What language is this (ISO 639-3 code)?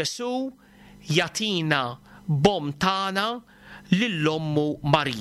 mlt